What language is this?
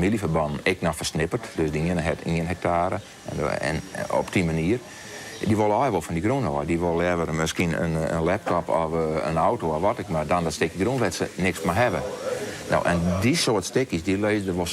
Western Frisian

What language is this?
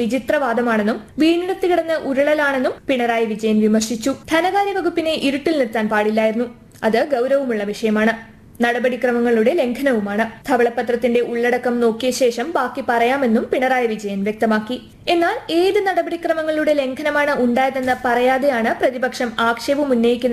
Malayalam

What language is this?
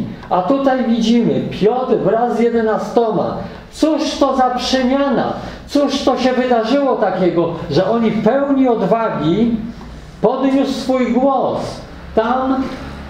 Polish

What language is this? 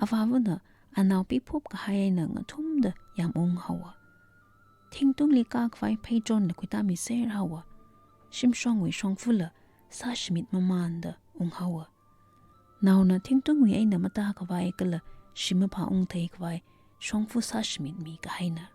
Tangkhul Naga (India)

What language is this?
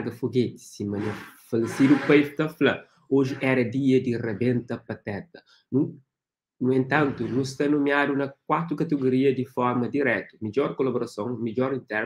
Kabuverdianu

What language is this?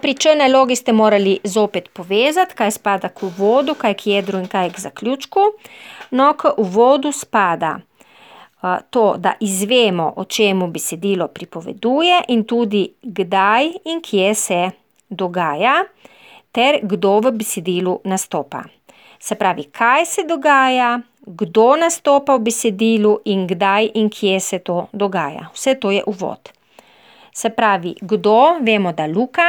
Slovenian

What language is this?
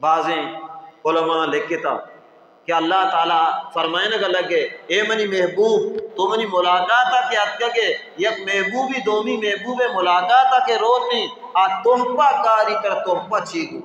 Baluchi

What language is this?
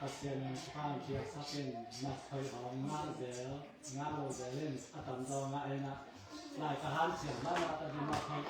Tedim Chin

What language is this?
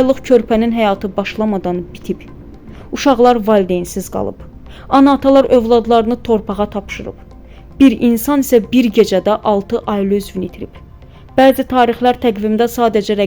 Azerbaijani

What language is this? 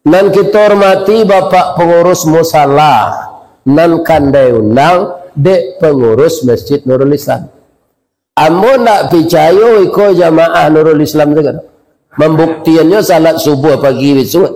Minangkabau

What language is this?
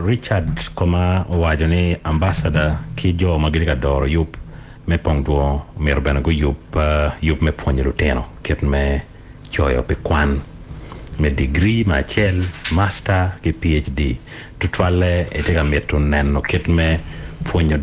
Acoli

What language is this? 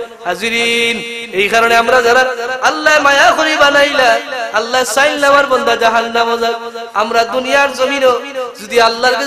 Sylheti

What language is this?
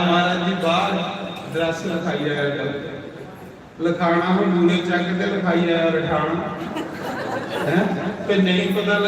Dogri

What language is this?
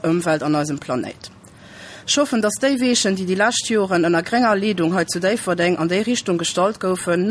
Luxembourgish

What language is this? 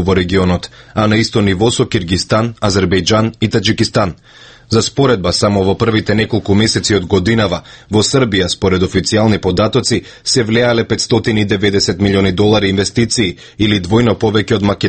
Macedonian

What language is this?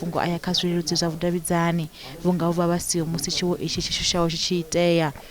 Venda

